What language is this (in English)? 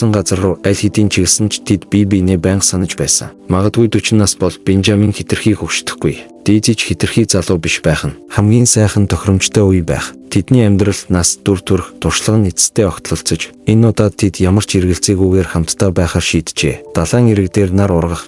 Mongolian